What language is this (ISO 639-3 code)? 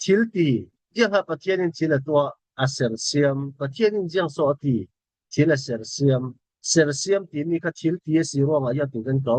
cfm